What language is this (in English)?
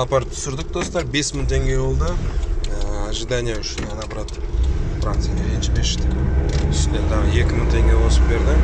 Kazakh